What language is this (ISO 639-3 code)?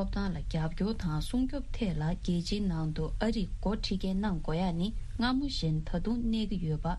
bod